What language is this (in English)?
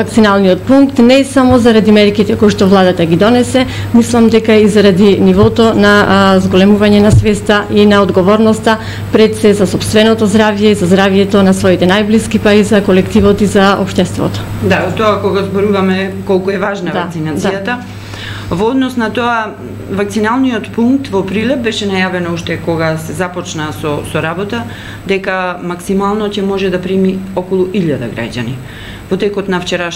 Macedonian